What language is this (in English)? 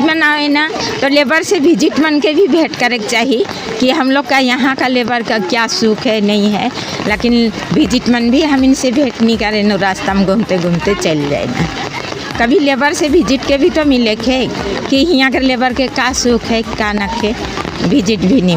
Sadri